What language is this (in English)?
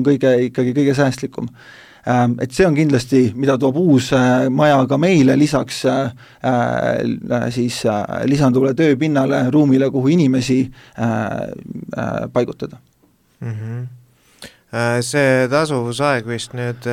Estonian